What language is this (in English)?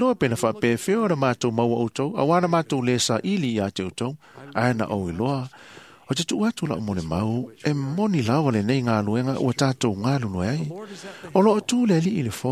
Samoan